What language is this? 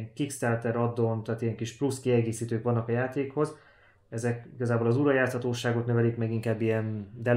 Hungarian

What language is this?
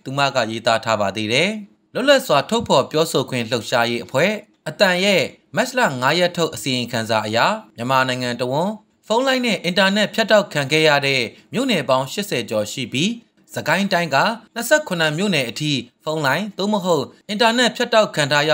Burmese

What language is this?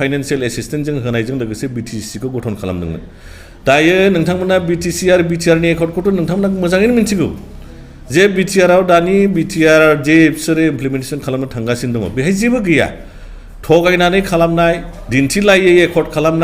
Bodo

